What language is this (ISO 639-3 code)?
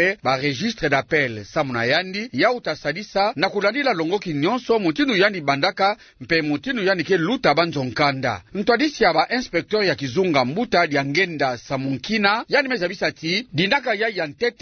ktu